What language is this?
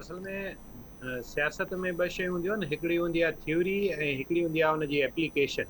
Sindhi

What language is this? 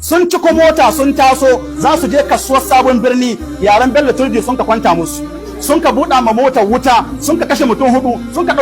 Hausa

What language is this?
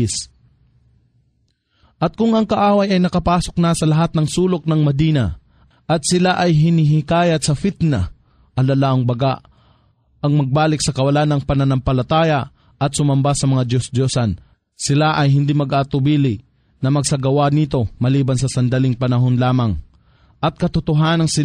Filipino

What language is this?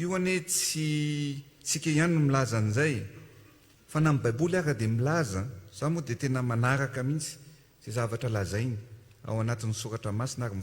Malagasy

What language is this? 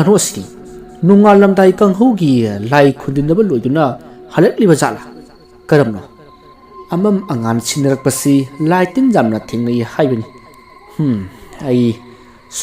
Manipuri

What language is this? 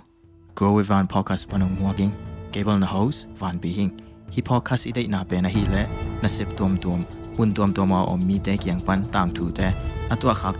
Tedim Chin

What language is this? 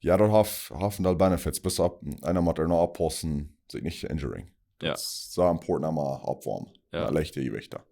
Plautdietsch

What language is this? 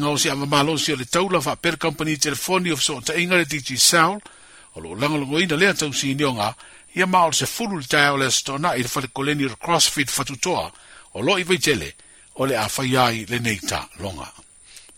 Samoan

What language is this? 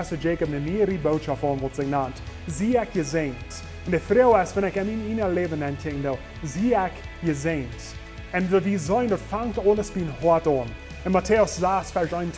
Plautdietsch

